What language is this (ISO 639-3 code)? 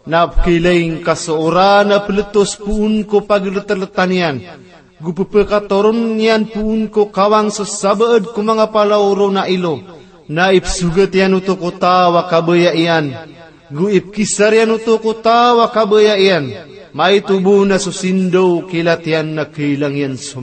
mrw